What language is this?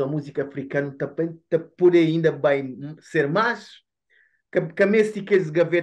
Kabuverdianu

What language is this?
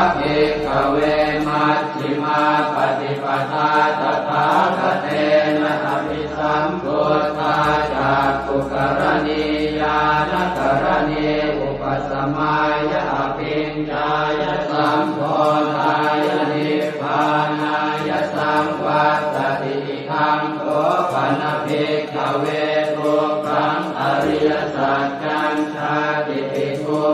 Pali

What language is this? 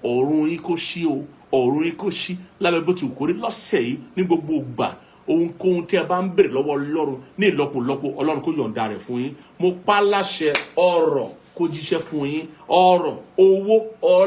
Yoruba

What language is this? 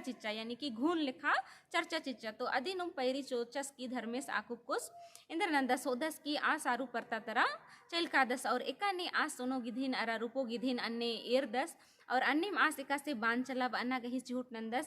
Kurukh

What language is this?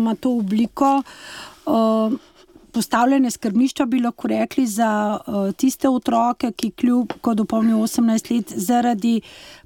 Slovenian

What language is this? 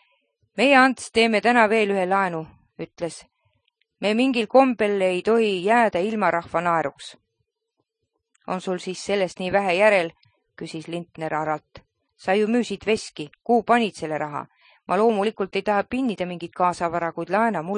Estonian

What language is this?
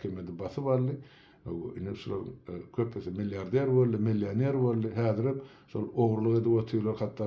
Turkmen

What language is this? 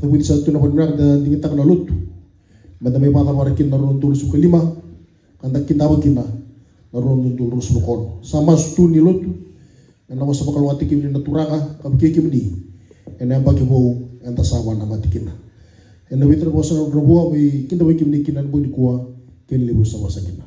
Fijian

